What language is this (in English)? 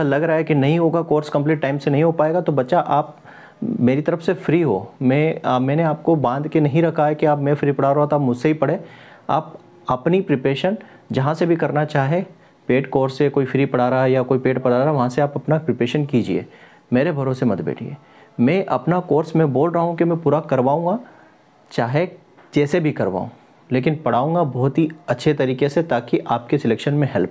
Hindi